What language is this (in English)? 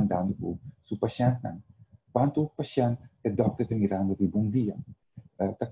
Papiamento